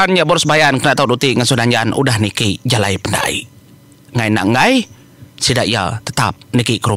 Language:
Iban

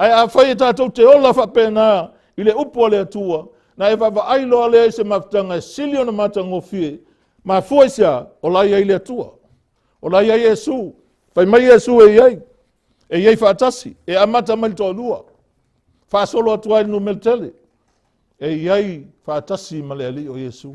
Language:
Samoan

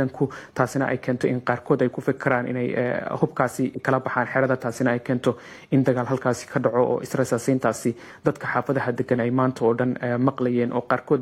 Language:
Somali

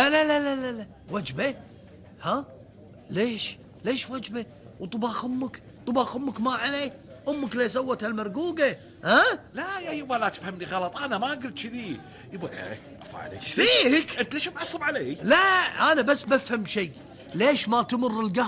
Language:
Gulf Arabic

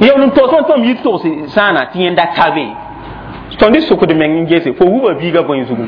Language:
Mossi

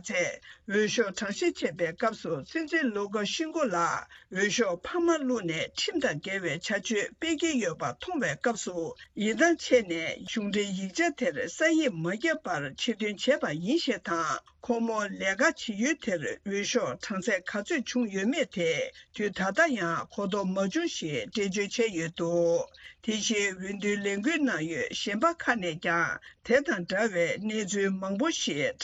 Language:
Tibetan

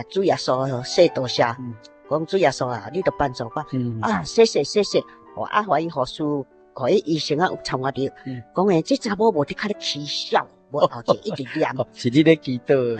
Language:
Min Nan Chinese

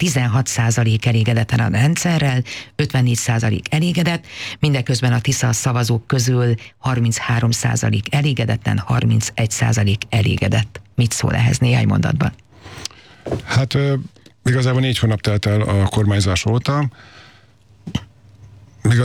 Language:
Hungarian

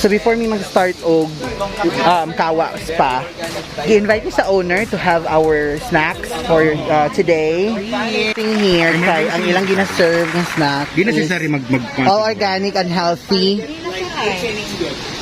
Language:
Cebuano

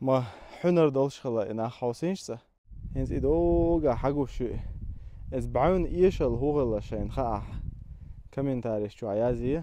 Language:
Chechen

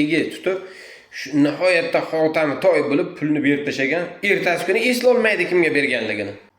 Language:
Uzbek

